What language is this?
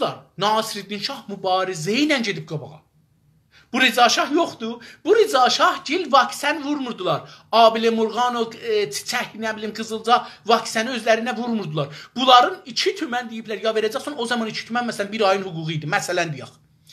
South Azerbaijani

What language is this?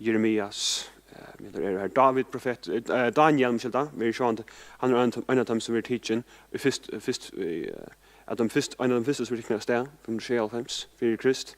Faroese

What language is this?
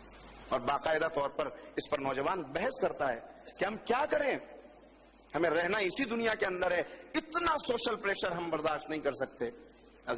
Urdu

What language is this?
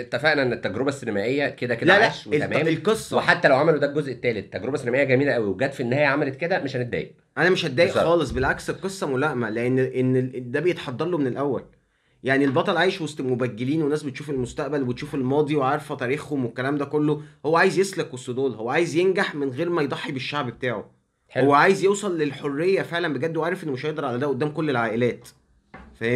Egyptian Arabic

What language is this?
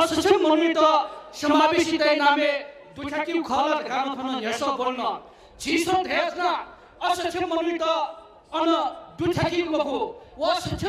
Newari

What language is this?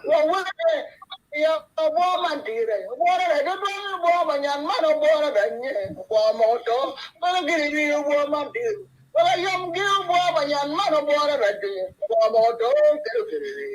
Acoli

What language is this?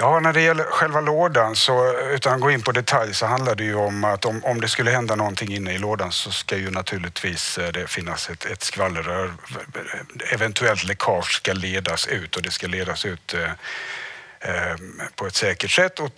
Swedish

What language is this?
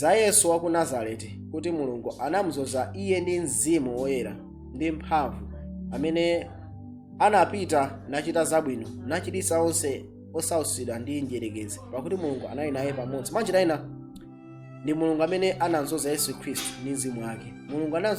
Nyanja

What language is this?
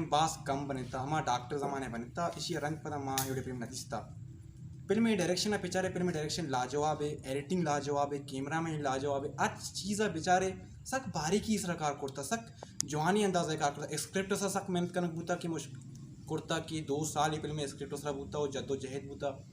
Baluchi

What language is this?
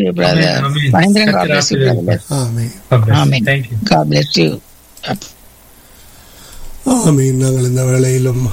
Tamil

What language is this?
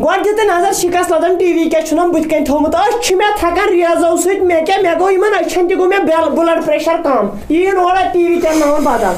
Kashmiri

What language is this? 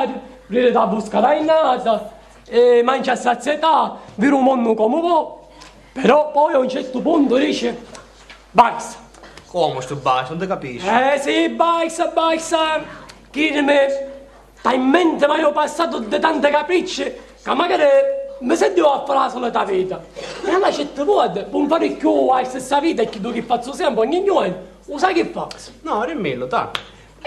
Sicilian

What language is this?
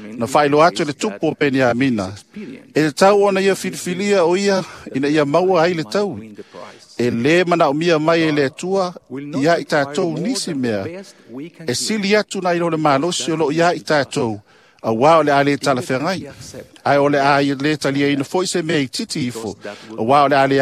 Samoan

